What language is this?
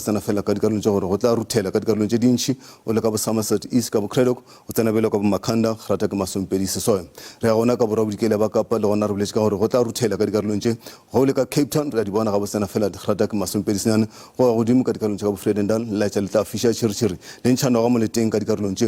Northern Sotho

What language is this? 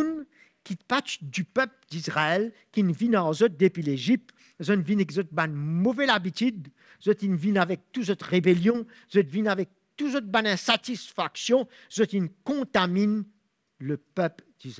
Morisyen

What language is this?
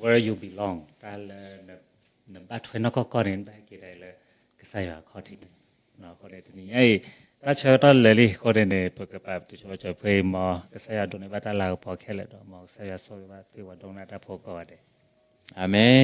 S'gaw Karen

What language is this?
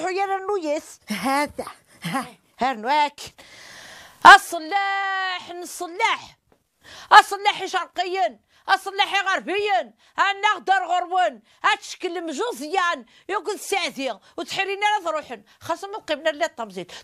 Kabyle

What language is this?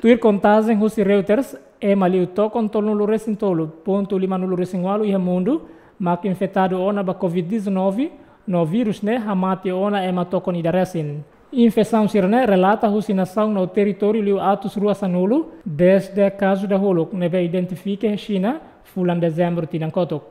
Tetum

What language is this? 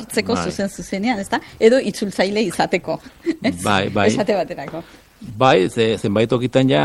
Basque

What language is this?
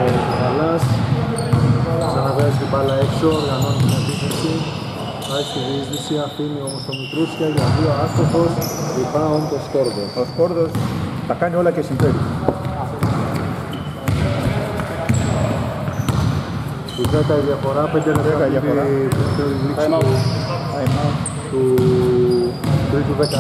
Greek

